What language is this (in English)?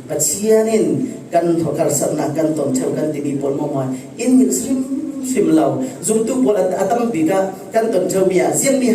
Falam Chin